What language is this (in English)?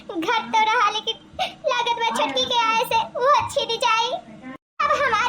Awadhi